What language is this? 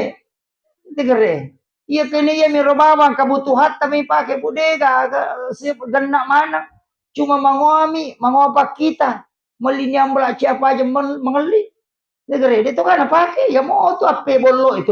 Buginese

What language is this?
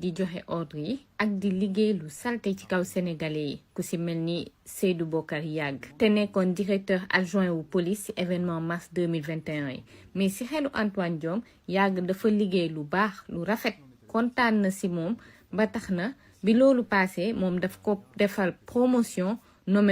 Wolof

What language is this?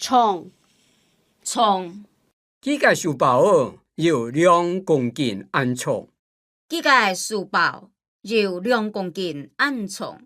Hakka Chinese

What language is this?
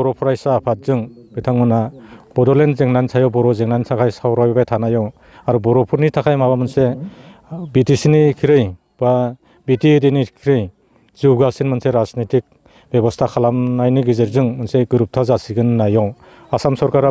Bodo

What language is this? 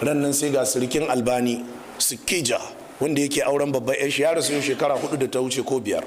Hausa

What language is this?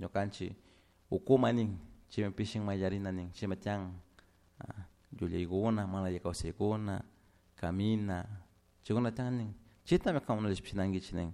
Chimborazo Highland Quichua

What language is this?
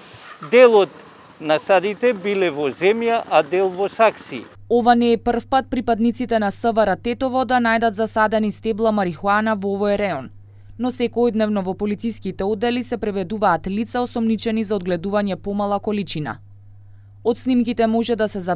Macedonian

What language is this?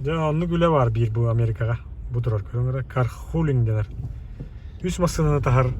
Yakut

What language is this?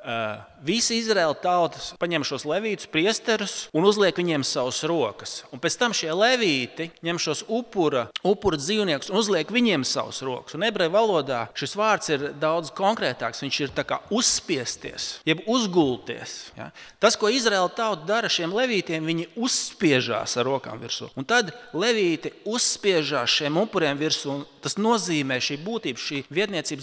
Latvian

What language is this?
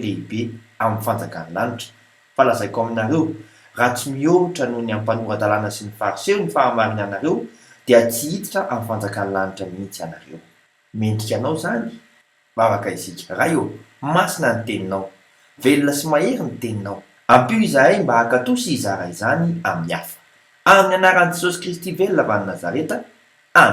Malagasy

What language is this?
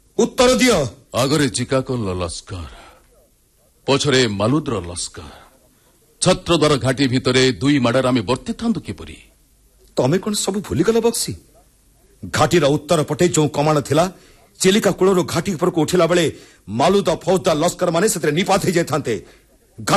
Odia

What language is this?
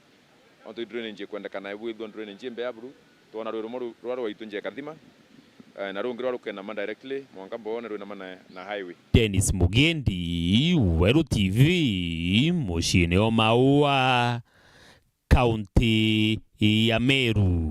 Meru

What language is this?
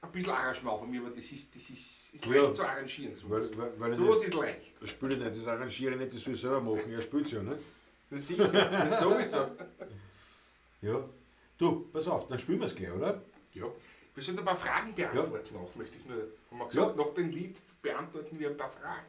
Bavarian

